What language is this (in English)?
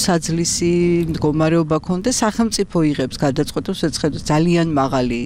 Georgian